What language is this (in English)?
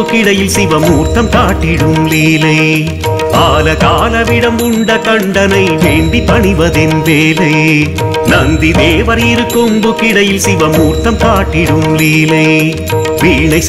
Tamil